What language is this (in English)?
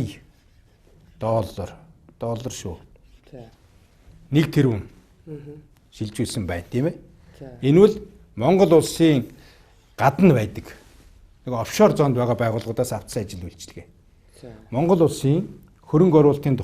Mongolian